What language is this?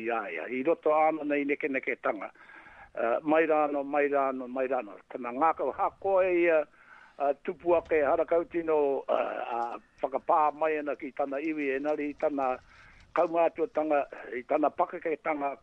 Māori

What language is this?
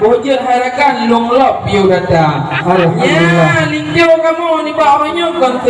Achinese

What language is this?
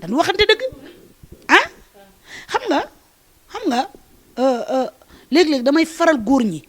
Wolof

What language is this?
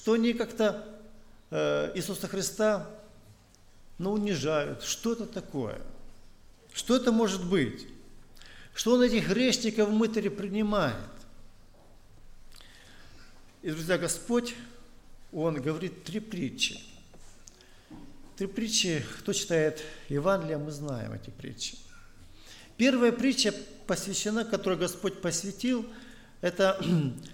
Russian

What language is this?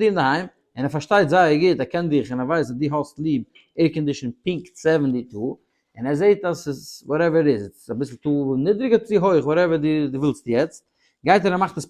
Yiddish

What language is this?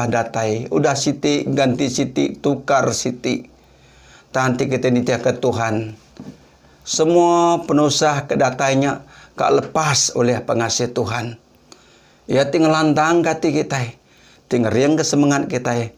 Iban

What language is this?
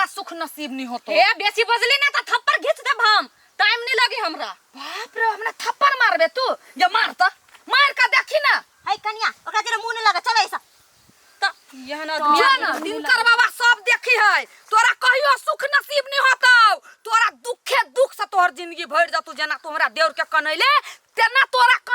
Maithili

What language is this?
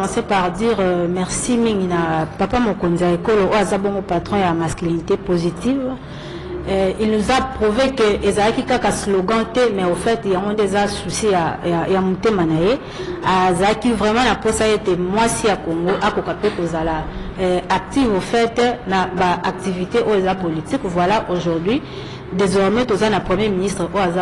French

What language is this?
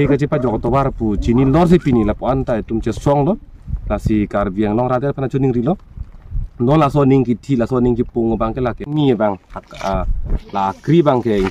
Karbi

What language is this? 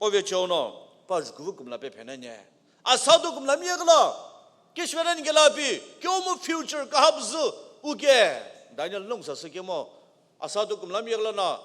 Sumi Naga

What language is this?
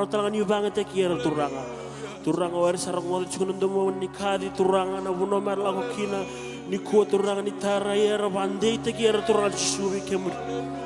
Fijian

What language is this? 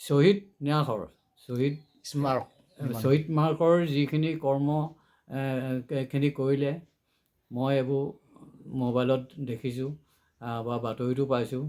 Assamese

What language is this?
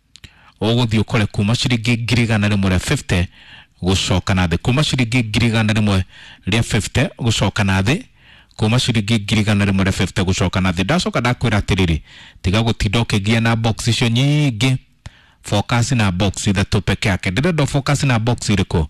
Kikuyu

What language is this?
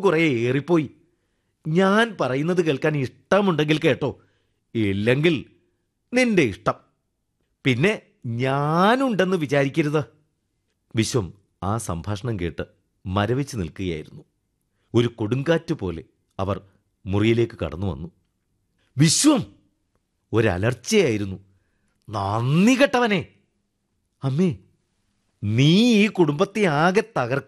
Malayalam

